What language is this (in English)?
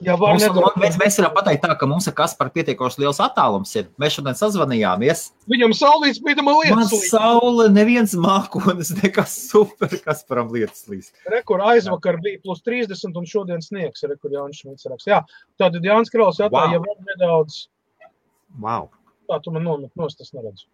Latvian